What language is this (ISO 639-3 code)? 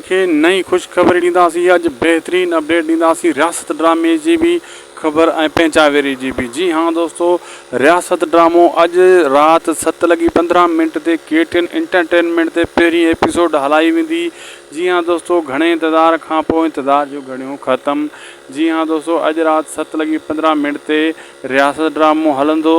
snd